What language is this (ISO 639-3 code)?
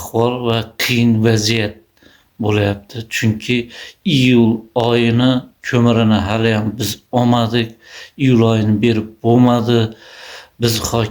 uzb